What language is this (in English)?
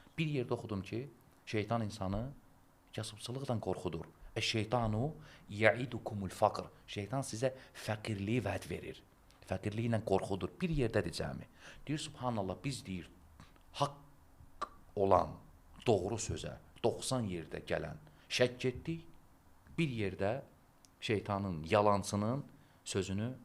Azerbaijani